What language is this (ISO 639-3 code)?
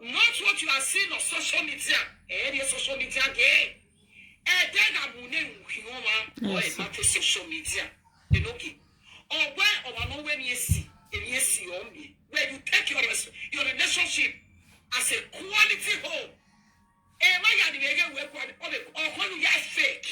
pcm